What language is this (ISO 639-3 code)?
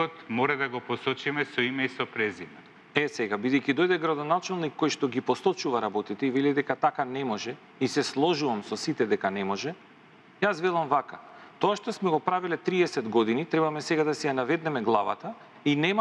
mkd